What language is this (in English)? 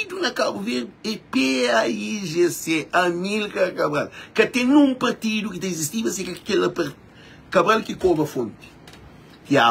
Kabuverdianu